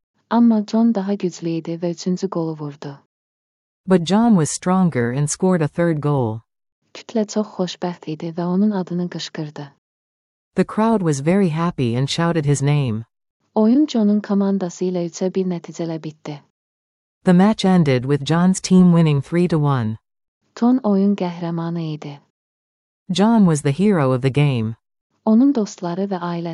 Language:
Azerbaijani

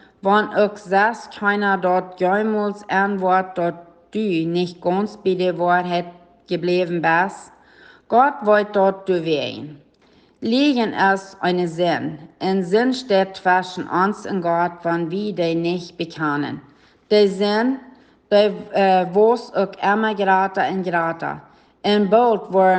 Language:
Plautdietsch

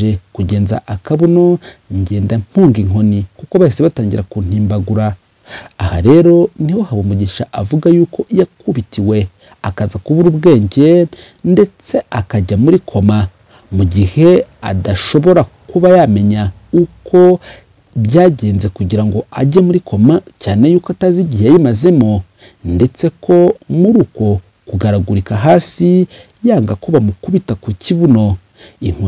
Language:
Kinyarwanda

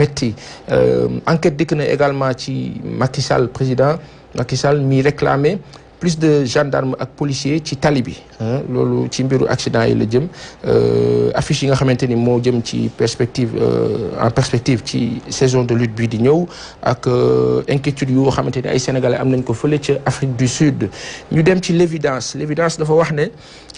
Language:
Wolof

